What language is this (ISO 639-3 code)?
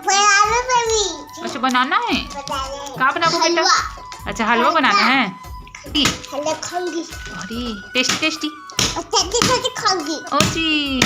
hne